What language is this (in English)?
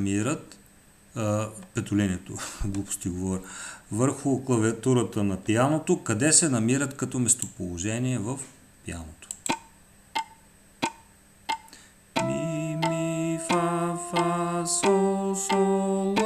Bulgarian